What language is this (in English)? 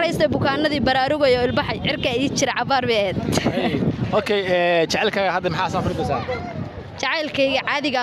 Somali